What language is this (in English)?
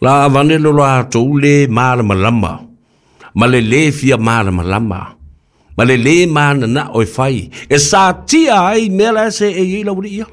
Samoan